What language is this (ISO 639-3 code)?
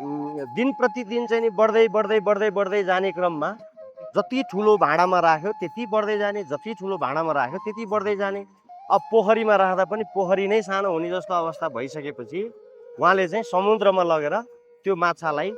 nep